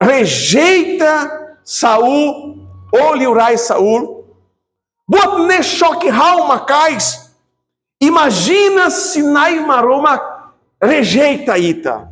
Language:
Tetum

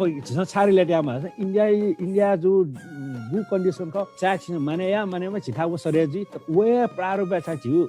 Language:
Newari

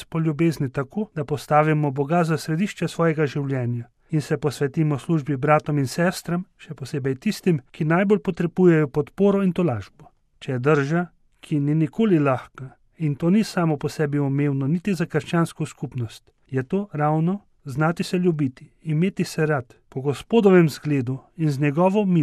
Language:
Slovenian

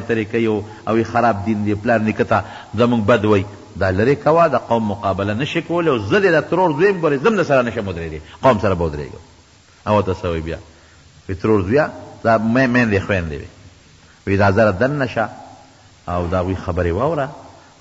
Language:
Pashto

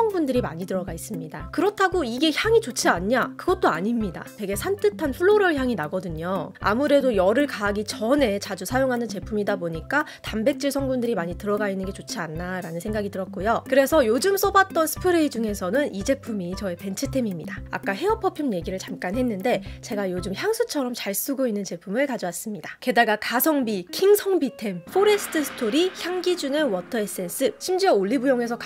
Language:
Korean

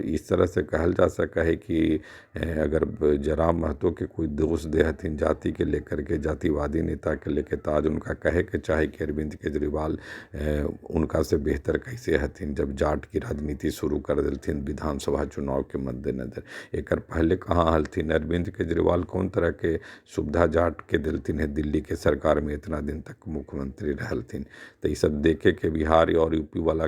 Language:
Magahi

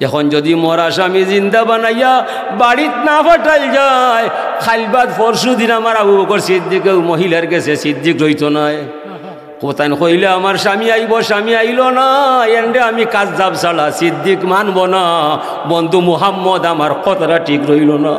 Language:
Sylheti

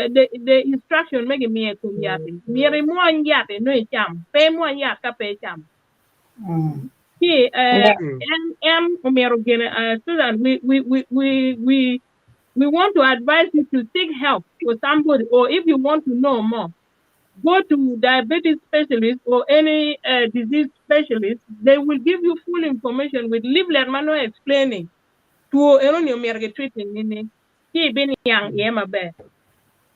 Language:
Acoli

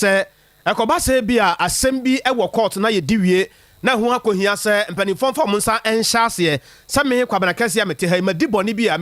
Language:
Akan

